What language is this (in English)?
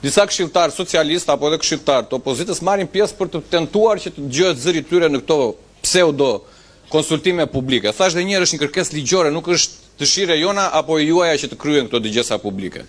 Albanian